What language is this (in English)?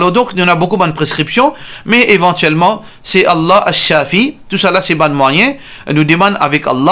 Morisyen